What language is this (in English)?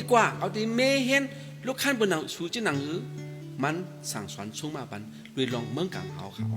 Shan